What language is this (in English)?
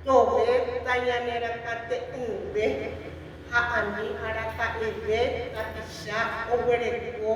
Guarani